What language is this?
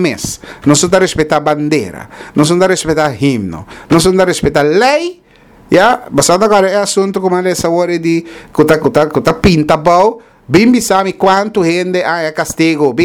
Papiamento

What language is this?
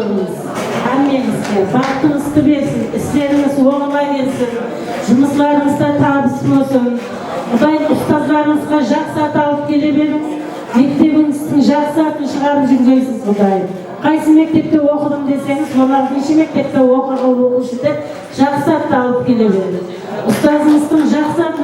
Kara-Kalpak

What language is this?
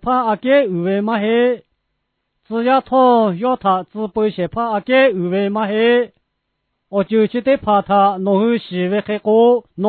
Lahu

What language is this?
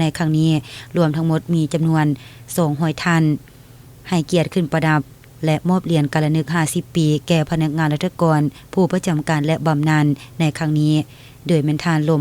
Lao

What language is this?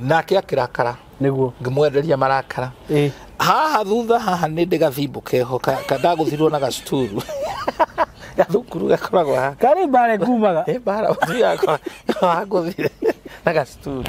Kikuyu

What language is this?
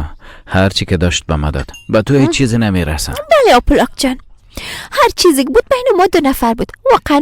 Persian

